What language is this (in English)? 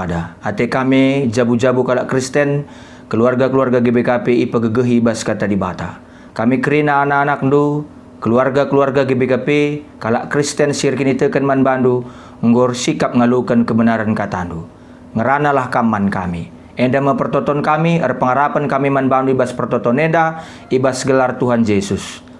Batak Karo